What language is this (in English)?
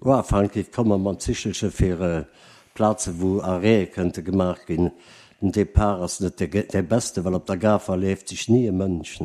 Luxembourgish